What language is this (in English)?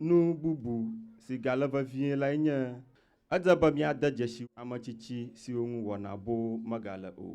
Ewe